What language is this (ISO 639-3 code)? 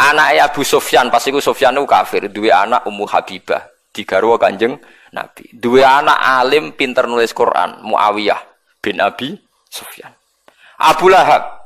jav